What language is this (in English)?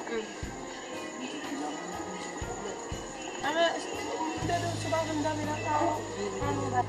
Haitian Creole